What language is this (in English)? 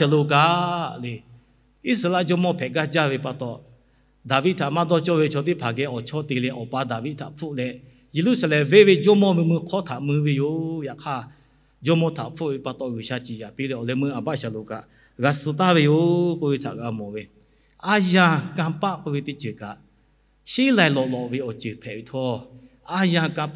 Lahu